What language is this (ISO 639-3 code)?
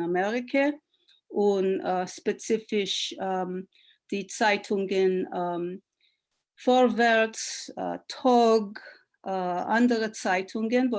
yid